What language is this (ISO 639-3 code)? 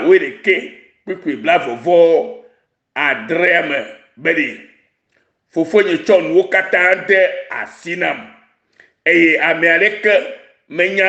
ewe